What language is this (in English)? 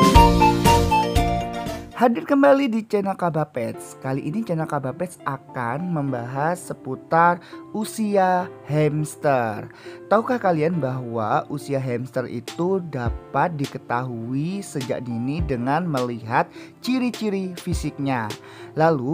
Indonesian